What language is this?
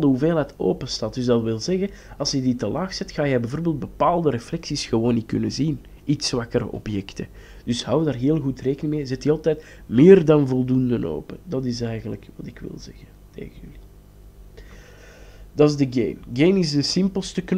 Dutch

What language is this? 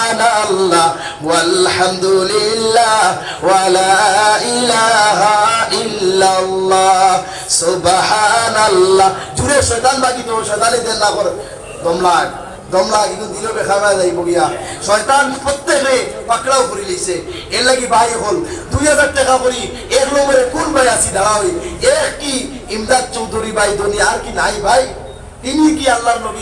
Sylheti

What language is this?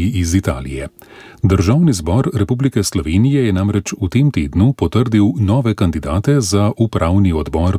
Slovenian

